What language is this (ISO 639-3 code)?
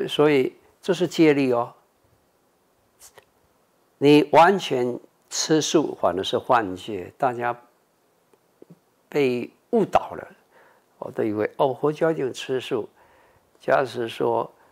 zho